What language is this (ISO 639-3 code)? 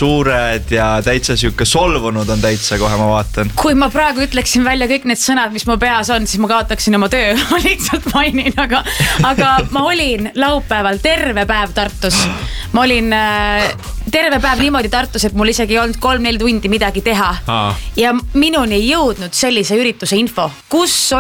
est